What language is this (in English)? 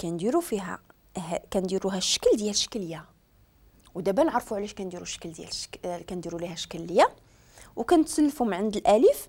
Moroccan Arabic